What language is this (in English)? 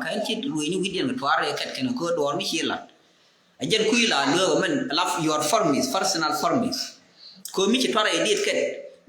Nuer